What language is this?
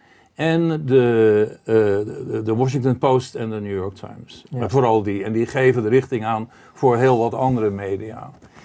Dutch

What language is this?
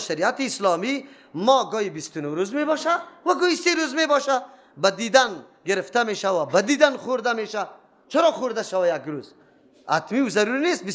Persian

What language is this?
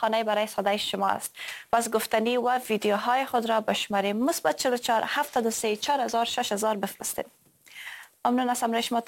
Persian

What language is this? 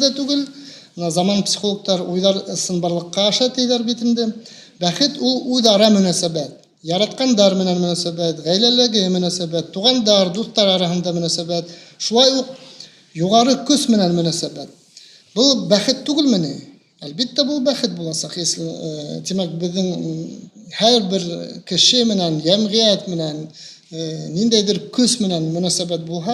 Bashkir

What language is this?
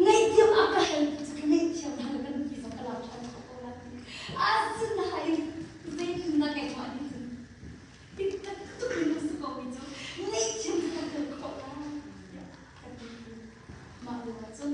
Hakha Chin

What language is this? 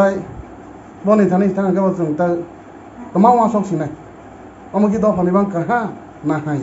Kok Borok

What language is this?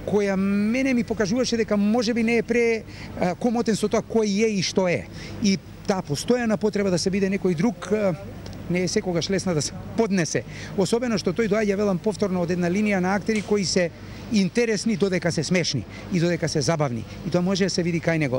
Macedonian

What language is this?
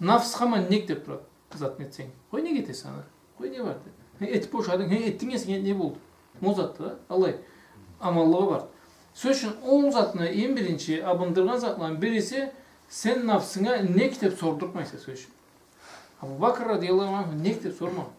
Karachay-Balkar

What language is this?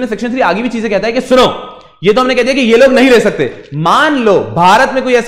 Hindi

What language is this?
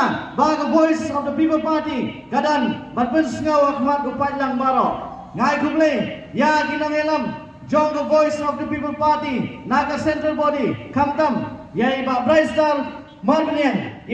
Khasi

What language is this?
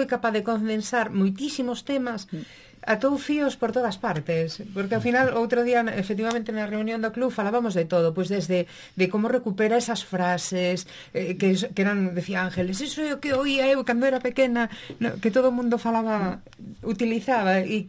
Galician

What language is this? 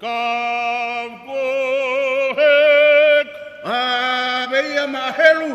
Tongan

